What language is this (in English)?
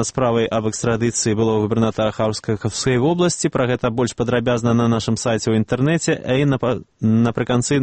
Belarusian